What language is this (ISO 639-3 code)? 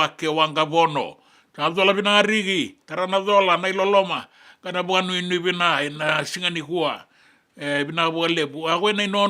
fij